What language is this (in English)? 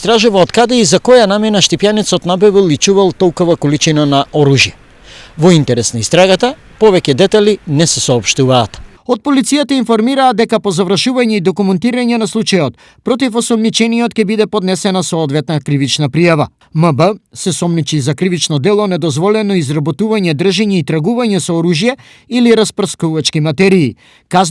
Macedonian